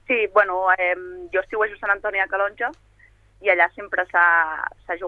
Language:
Catalan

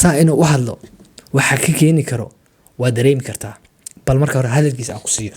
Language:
Somali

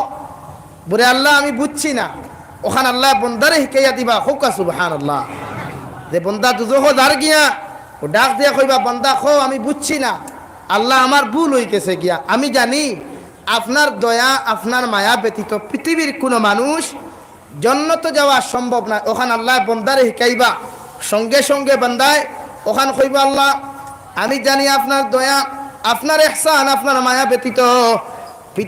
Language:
Sylheti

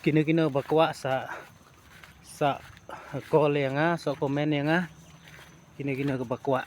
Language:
Khasi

